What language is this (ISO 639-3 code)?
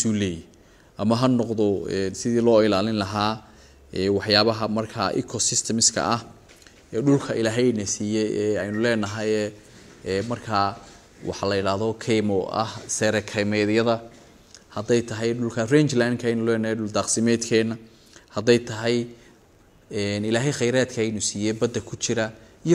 som